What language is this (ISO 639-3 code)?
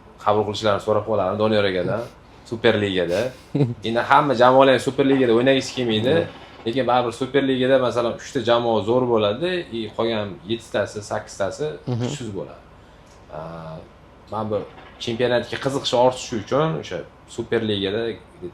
uzb